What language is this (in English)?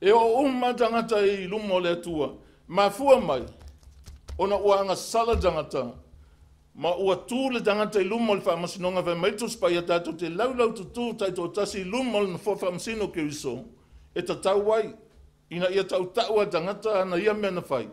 Samoan